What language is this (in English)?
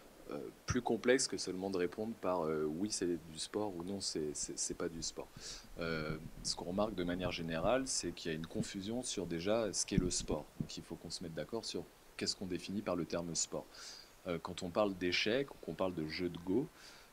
French